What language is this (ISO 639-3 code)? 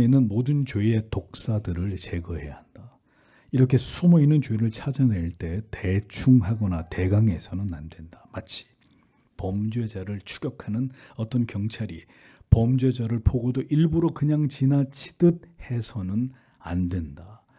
kor